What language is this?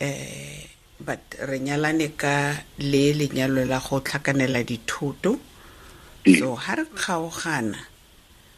Tswana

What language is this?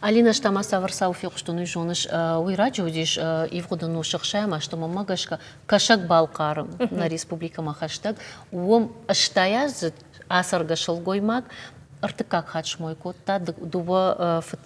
Ossetic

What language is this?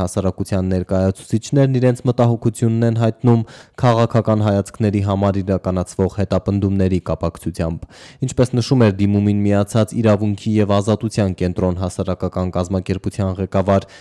Armenian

